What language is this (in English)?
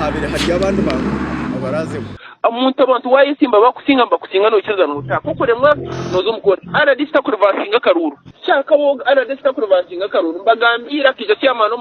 Nyankole